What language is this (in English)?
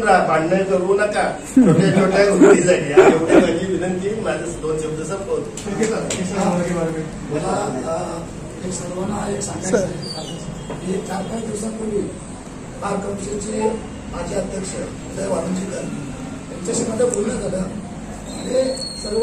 Marathi